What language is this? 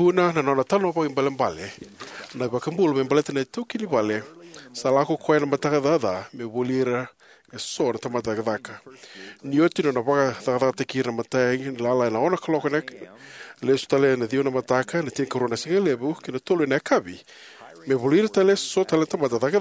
Fijian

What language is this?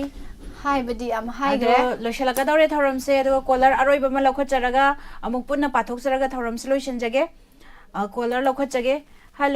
Manipuri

